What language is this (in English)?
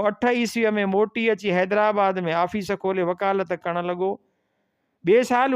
Sindhi